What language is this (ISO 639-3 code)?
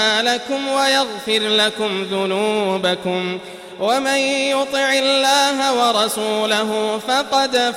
ara